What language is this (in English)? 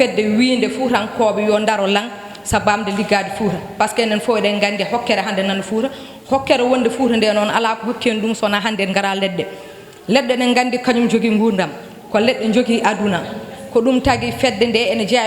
Fula